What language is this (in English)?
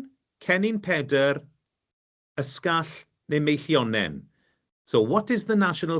Welsh